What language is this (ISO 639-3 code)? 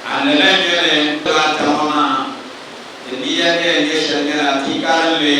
dag